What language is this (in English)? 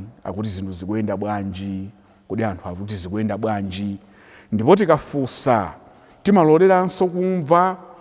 Nyanja